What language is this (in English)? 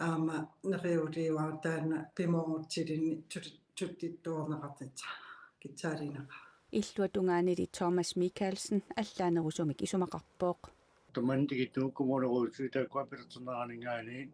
Kalaallisut